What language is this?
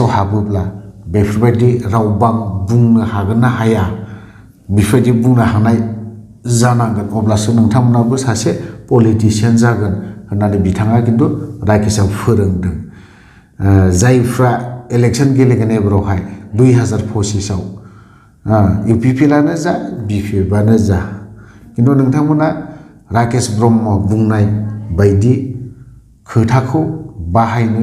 Bodo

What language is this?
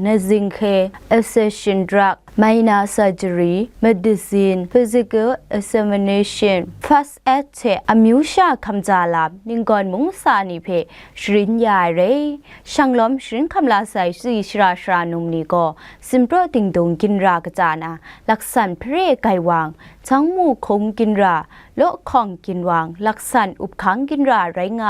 Kachin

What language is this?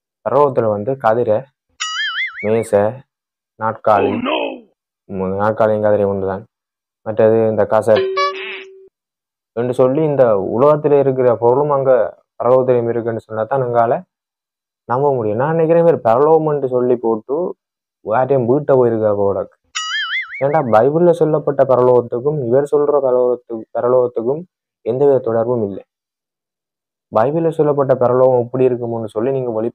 Tamil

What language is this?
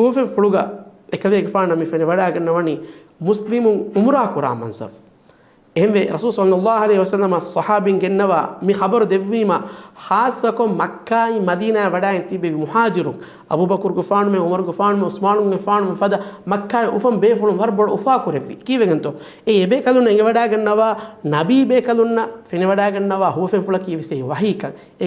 Divehi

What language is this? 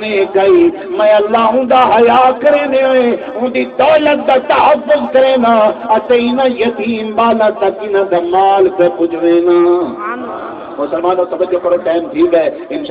Saraiki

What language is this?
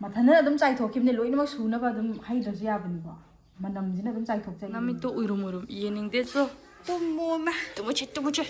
Manipuri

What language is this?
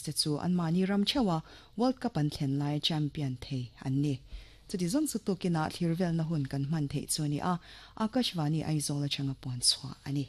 Mizo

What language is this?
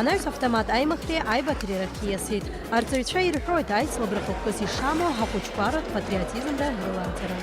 Abkhazian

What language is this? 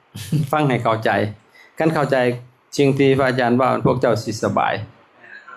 Lao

